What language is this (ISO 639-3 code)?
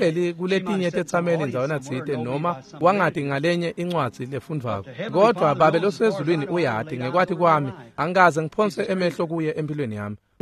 ssw